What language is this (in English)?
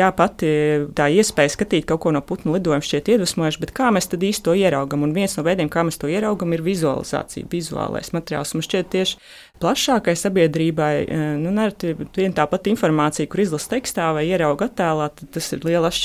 Latvian